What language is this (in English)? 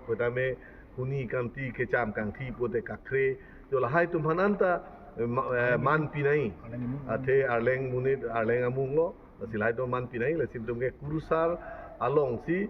Karbi